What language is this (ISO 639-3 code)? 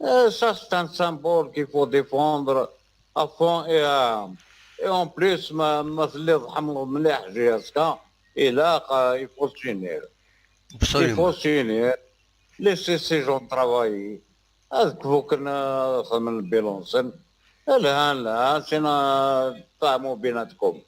kab